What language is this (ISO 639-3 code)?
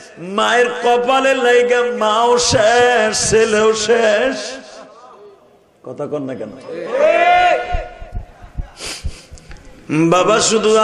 ben